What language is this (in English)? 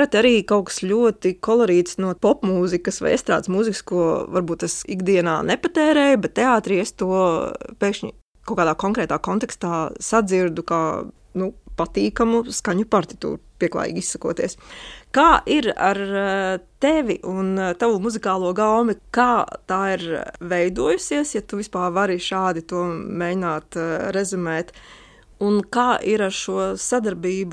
Latvian